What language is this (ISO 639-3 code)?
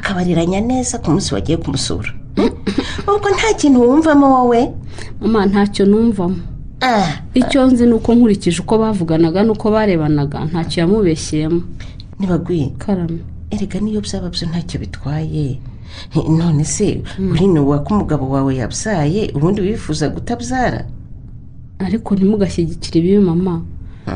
kin